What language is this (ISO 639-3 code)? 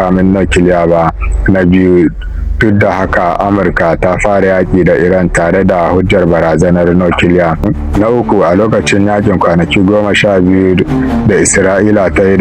hau